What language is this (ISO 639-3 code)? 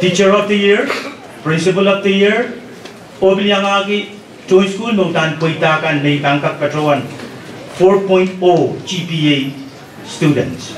pon